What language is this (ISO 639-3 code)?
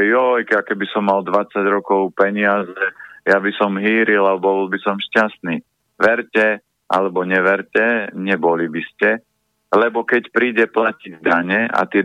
slk